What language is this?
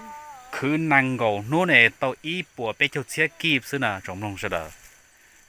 Hmong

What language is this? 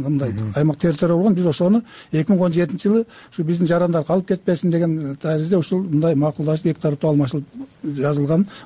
Kyrgyz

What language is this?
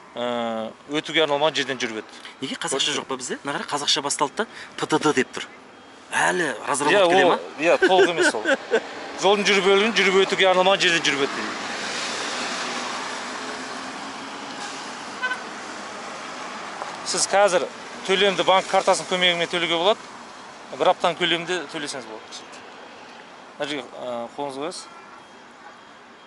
Kazakh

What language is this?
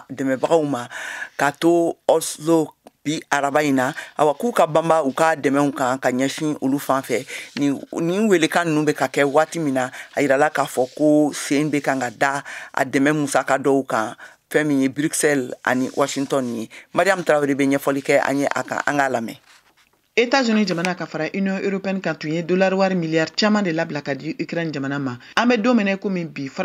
Bambara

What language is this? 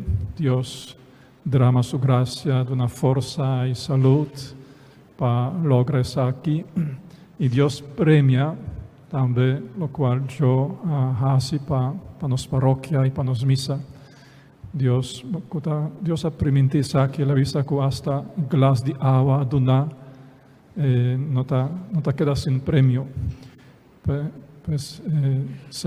Papiamento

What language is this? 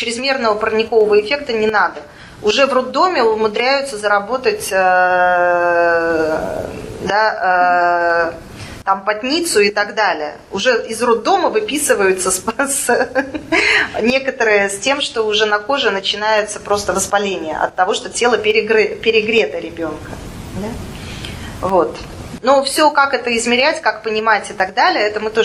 Russian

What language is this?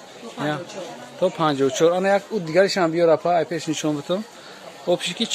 Tajik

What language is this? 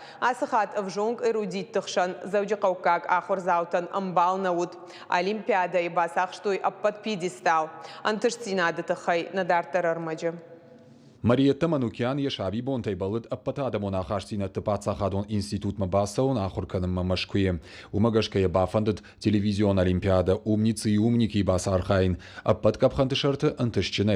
Ossetic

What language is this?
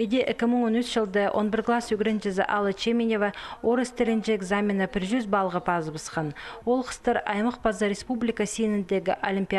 Khakas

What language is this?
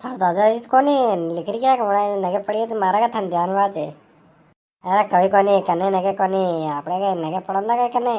Rajasthani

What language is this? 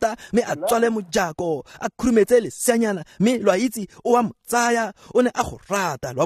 Tswana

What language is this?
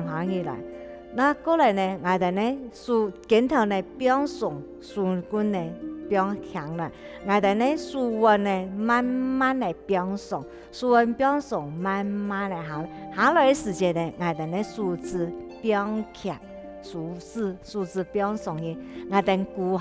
Hakka Chinese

